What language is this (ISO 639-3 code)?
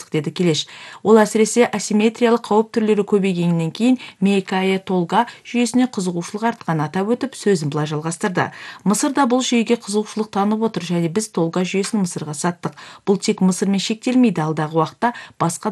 kaz